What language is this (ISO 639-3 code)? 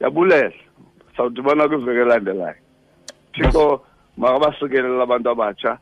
xho